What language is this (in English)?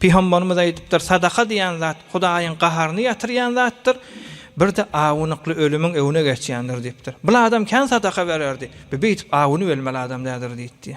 Turkmen